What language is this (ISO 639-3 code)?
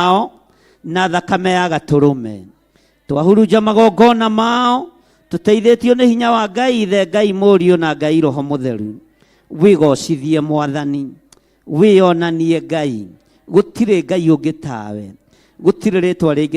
kik